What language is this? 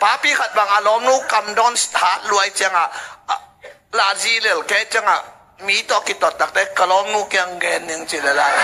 Tedim Chin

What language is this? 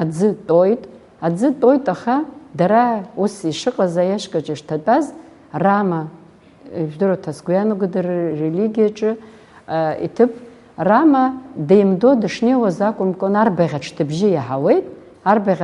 Abkhazian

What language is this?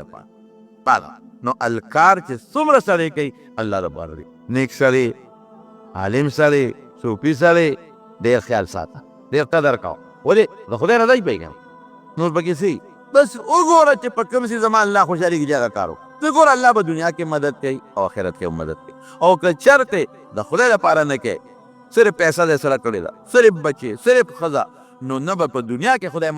Pashto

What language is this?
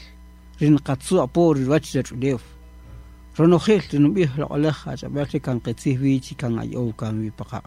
Kaqchikel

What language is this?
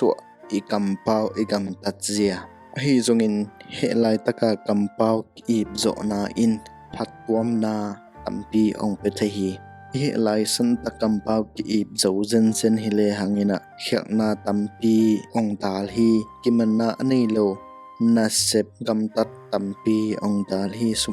Tedim Chin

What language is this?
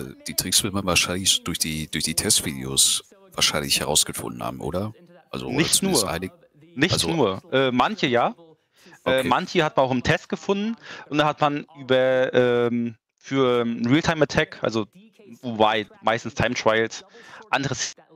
German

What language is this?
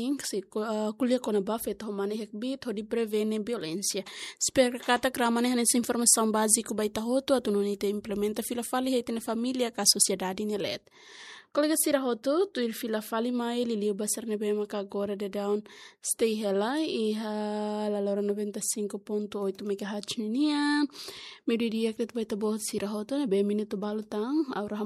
Tetum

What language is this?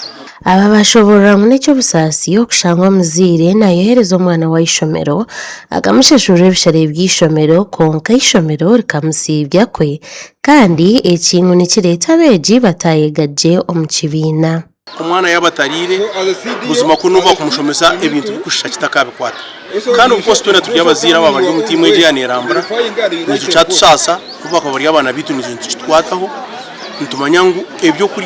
Nyankole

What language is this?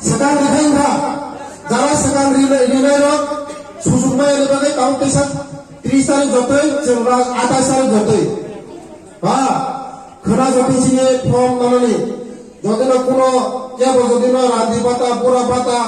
Riang (India)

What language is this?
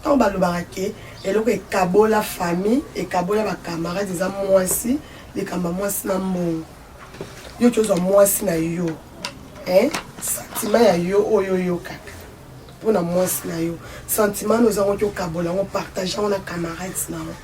Lingala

